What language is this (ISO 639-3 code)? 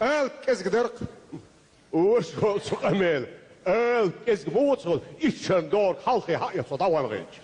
che